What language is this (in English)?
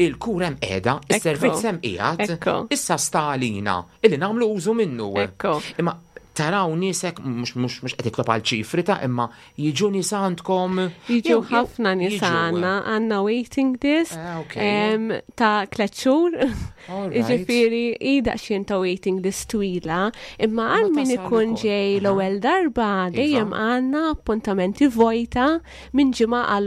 Maltese